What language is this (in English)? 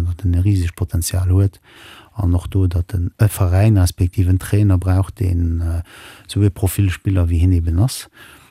Luxembourgish